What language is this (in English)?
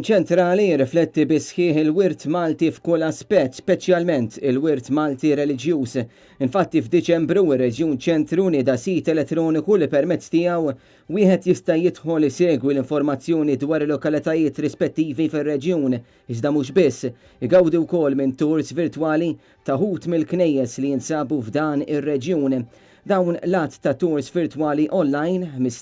Maltese